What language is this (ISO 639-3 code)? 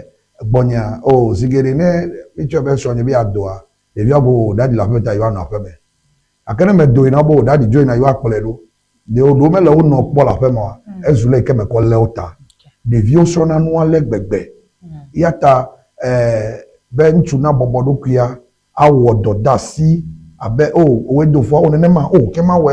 ewe